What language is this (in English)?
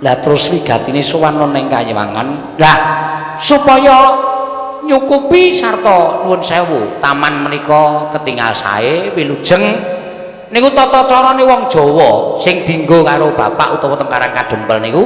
Javanese